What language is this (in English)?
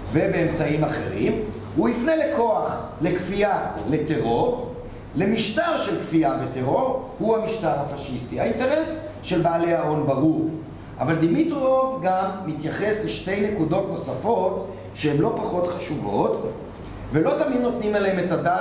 Hebrew